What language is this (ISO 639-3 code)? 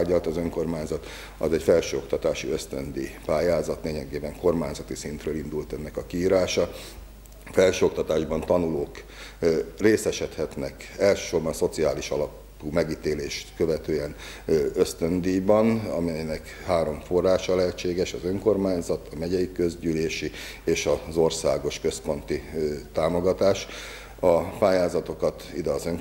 hun